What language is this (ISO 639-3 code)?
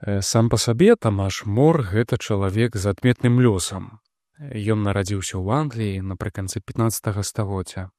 bel